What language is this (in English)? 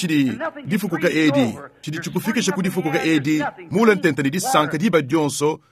Luba-Lulua